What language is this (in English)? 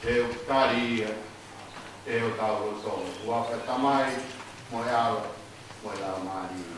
Tongan